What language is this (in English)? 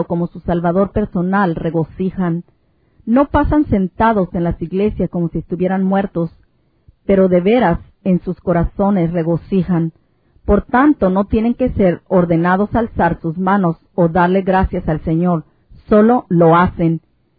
Spanish